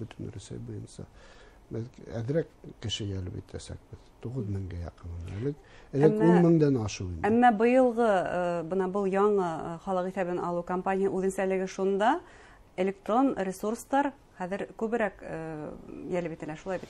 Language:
Bashkir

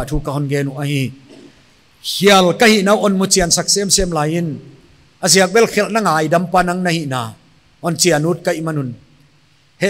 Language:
Paite Chin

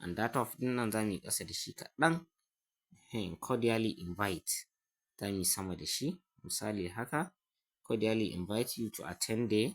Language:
Hausa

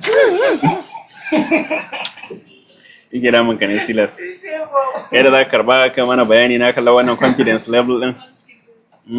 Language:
Hausa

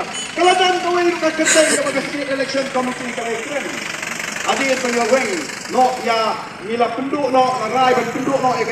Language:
Khasi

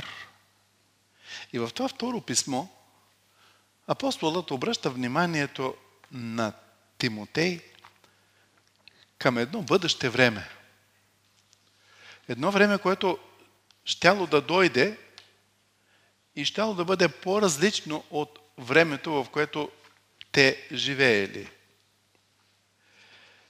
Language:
Bulgarian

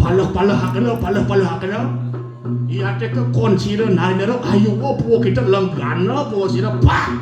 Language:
Balinese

